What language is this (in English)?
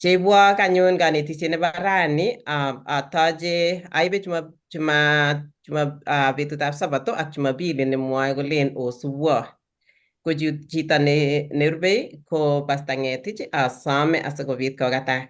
Kalenjin